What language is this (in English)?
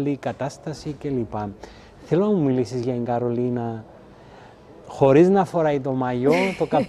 Greek